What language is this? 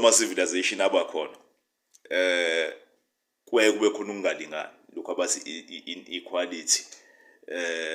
Zulu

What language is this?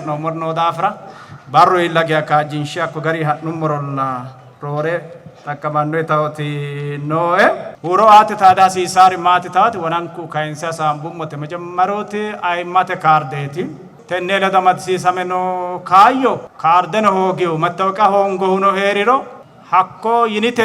Sidamo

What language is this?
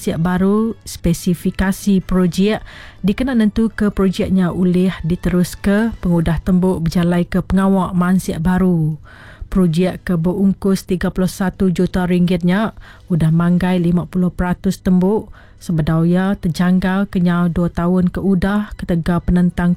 Iban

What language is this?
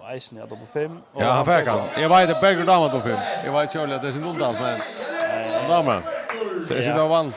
Faroese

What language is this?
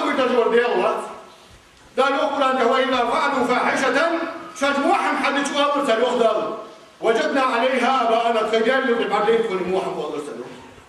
Ingush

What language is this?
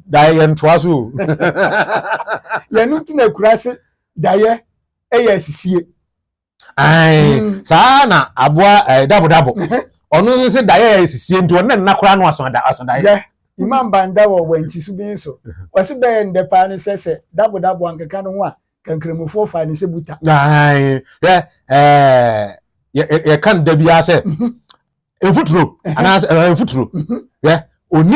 Akan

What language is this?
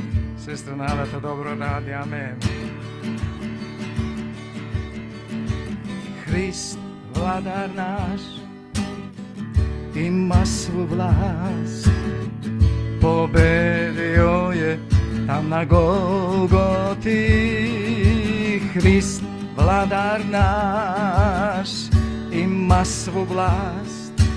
Serbian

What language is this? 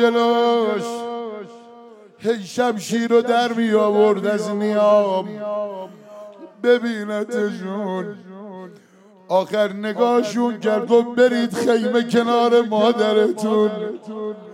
Persian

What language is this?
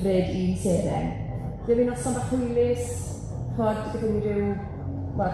Welsh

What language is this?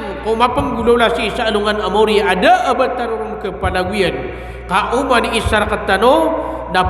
Maranao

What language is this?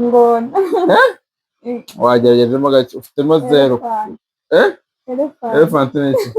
Kinyarwanda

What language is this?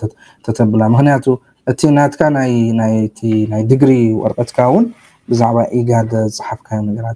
Tigrinya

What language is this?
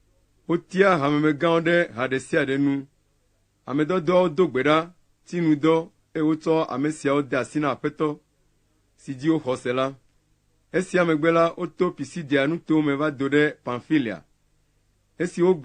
Ewe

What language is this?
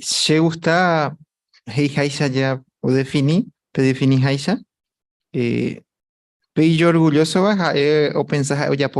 Guarani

